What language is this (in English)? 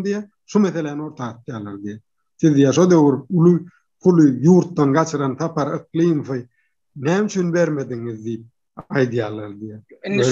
Turkmen